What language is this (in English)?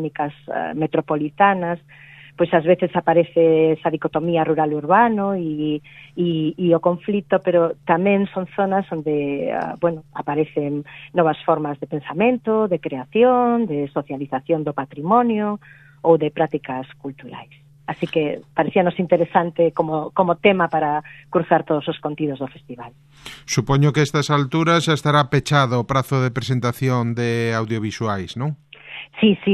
Galician